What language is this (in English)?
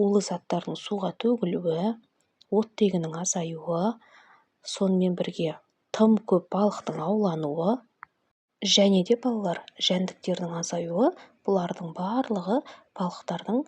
Kazakh